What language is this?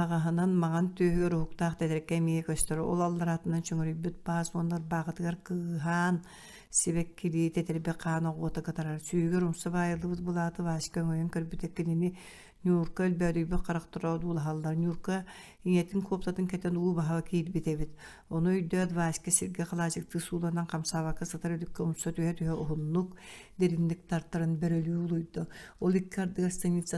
Yakut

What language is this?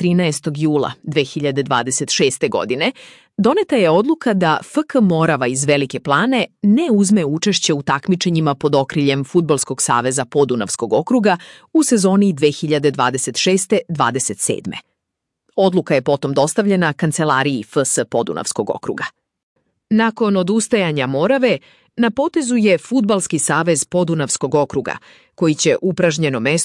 Serbian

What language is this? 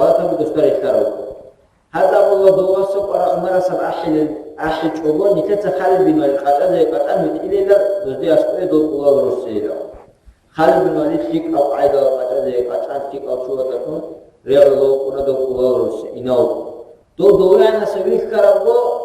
Avaric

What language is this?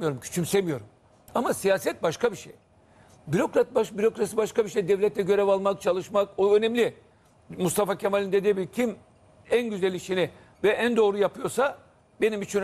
Turkish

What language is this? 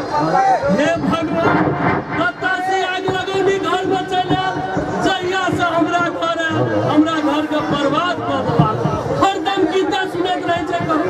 Maithili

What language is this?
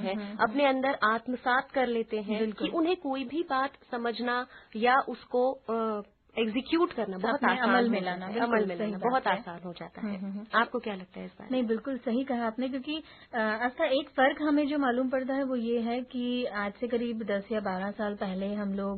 Hindi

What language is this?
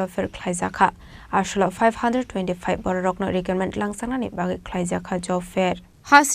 Kok Borok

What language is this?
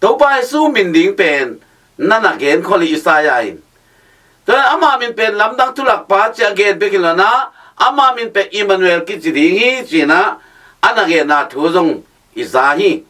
Tedim Chin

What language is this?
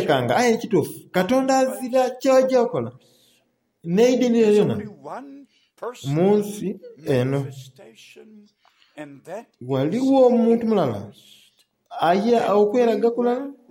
Soga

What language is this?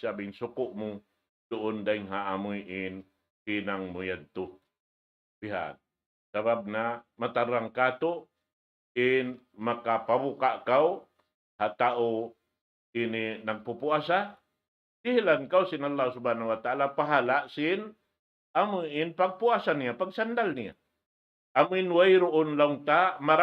Tausug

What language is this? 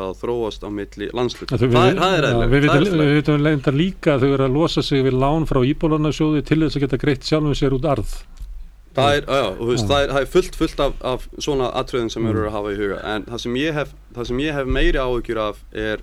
Icelandic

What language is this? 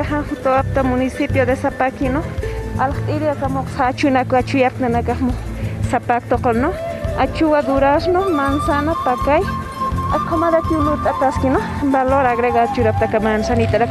Aymara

